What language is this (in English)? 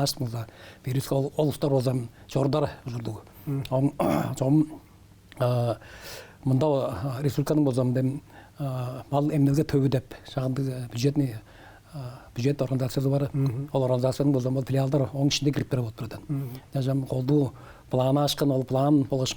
Tuvinian